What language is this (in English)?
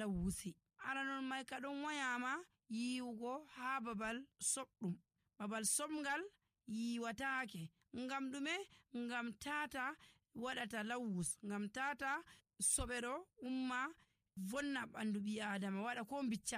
Nigerian Fulfulde